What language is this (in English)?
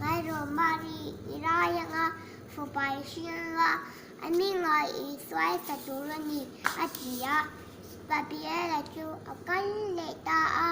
Mizo